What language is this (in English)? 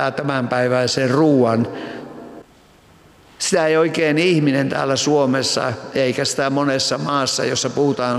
Finnish